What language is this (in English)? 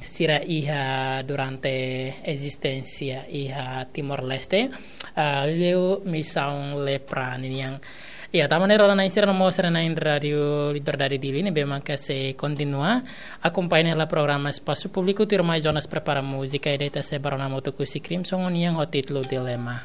Tetum